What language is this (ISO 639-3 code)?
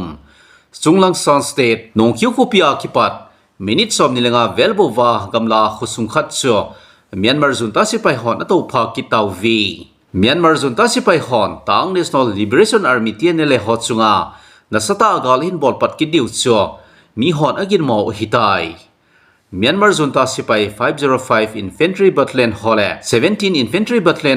tcz